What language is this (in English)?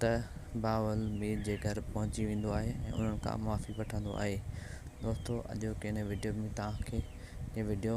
Sindhi